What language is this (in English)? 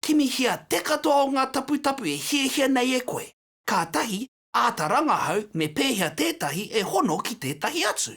Māori